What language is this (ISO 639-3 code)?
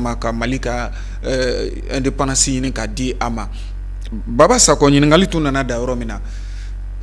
bam